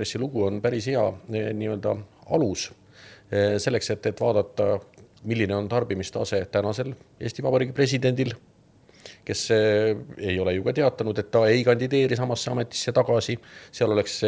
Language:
Estonian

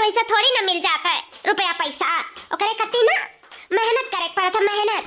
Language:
Awadhi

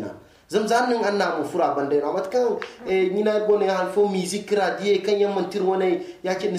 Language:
Zarma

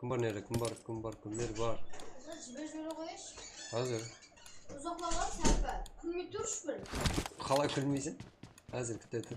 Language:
Kara-Kalpak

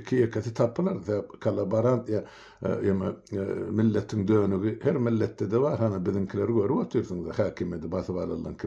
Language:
Turkmen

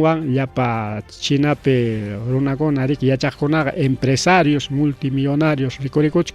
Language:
Ayacucho Quechua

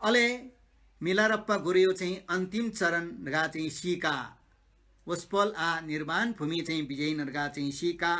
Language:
Newari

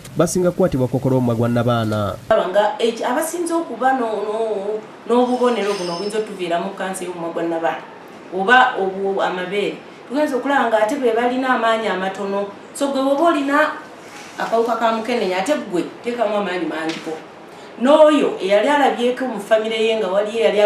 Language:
Ganda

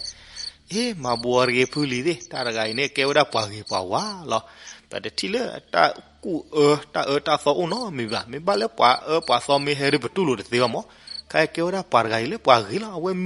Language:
S'gaw Karen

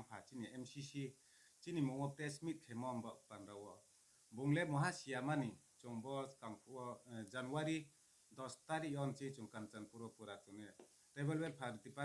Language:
Riang (India)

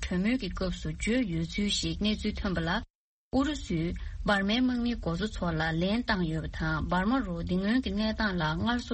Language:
Tibetan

